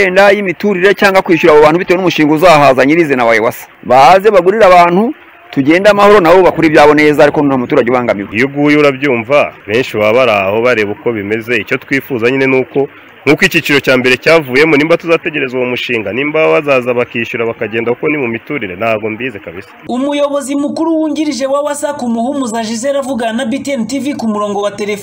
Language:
Kinyarwanda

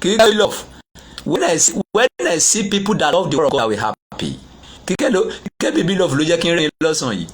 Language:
Yoruba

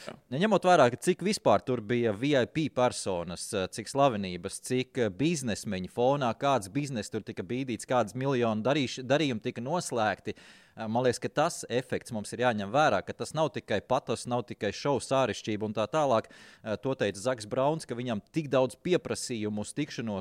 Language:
Latvian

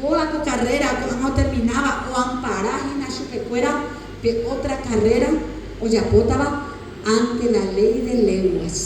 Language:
Guarani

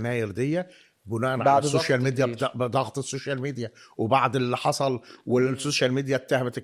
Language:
Egyptian Arabic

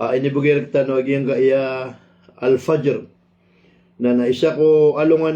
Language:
Maranao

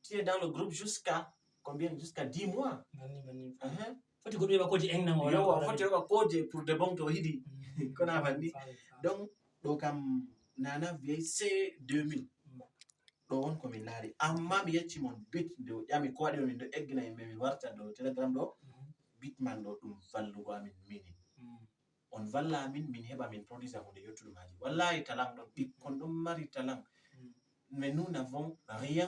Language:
Fula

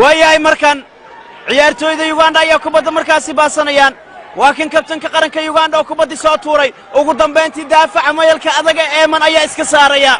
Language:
Somali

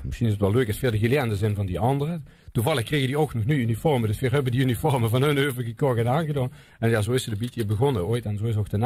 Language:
Limburgish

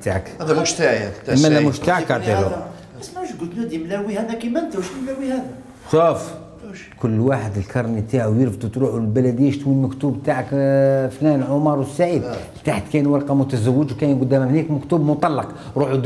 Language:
Algerian Arabic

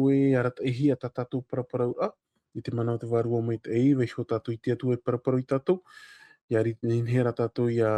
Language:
Tahitian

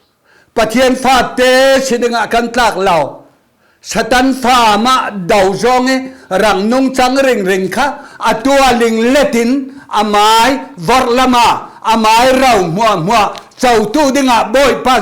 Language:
Falam Chin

